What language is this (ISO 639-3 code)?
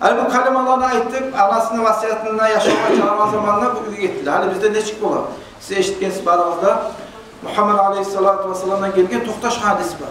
kum